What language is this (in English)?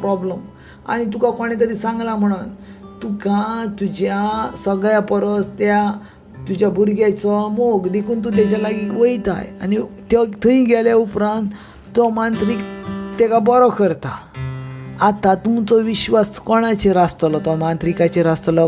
Konkani